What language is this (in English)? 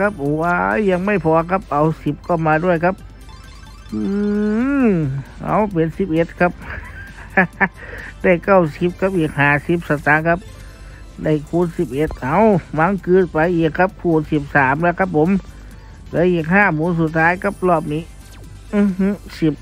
Thai